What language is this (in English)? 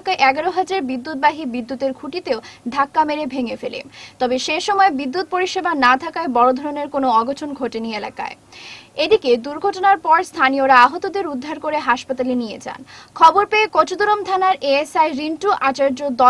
Bangla